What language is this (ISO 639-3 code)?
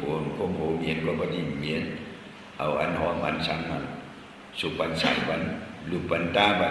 shn